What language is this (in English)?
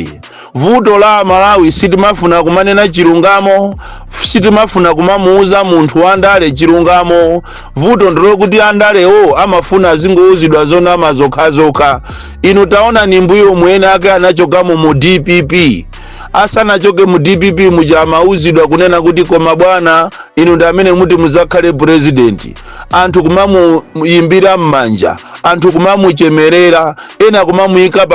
Nyanja